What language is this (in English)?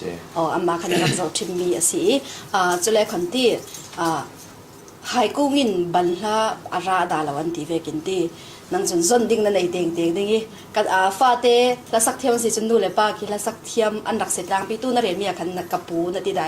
Falam Chin